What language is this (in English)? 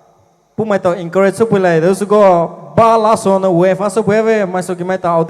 Poumei Naga